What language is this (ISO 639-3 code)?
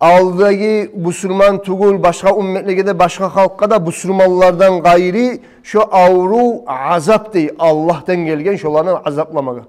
kum